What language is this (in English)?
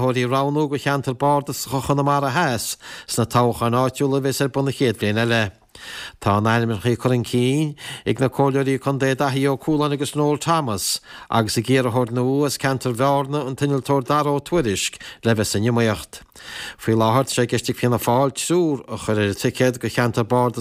Irish